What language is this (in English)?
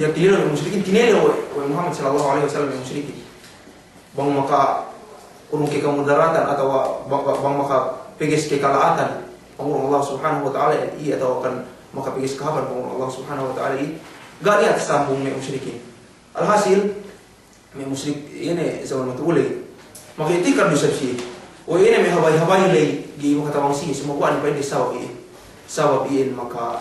Yakan